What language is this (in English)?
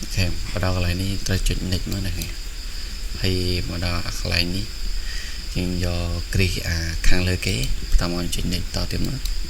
Khmer